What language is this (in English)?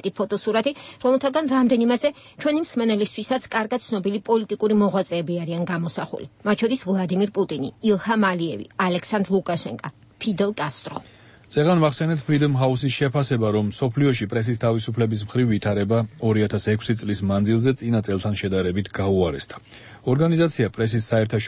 Georgian